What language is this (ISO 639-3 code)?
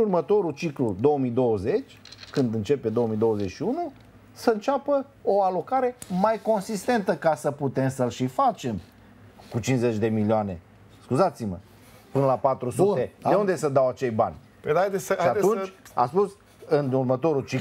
ron